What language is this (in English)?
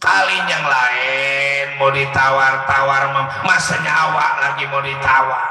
Betawi